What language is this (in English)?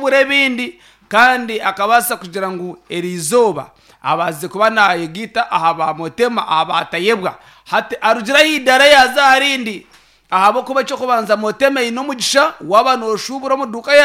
Nyankole